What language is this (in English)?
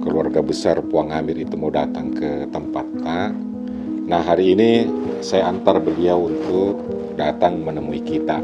Makassar Malay